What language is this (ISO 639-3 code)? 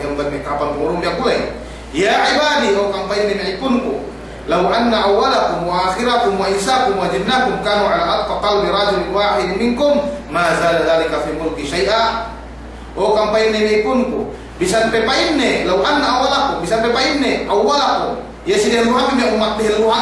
yka